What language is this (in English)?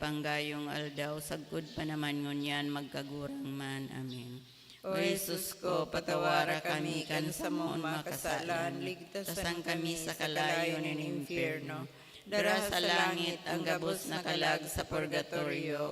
Bikol